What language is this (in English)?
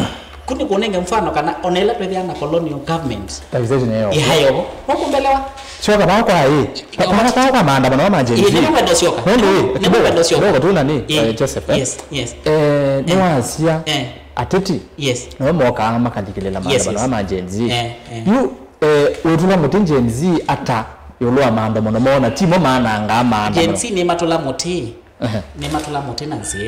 Kamba